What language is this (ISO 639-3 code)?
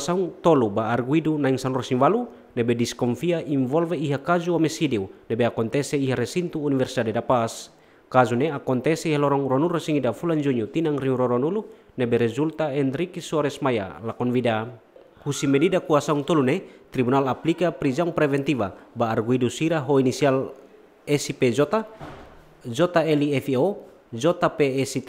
tet